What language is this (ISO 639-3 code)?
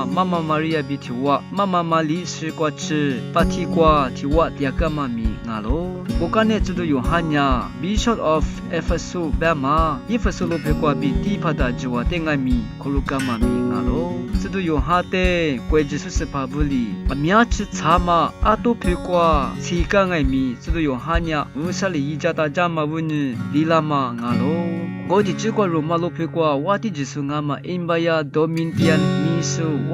lis